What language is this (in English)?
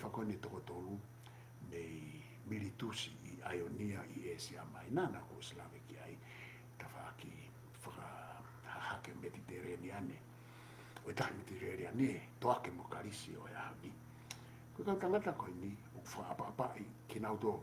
Tongan